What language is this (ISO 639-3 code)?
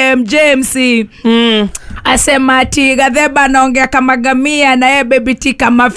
kik